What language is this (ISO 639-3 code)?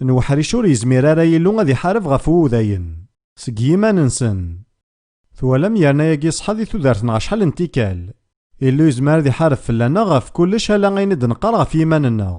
kab